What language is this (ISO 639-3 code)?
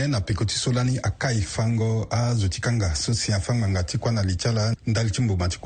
sag